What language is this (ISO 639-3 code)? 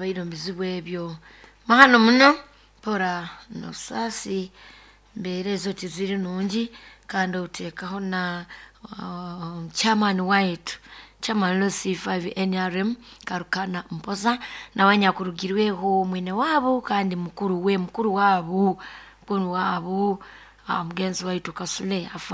nyo